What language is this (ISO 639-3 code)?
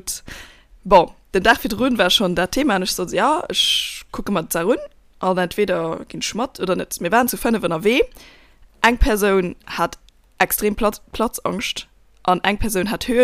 ltz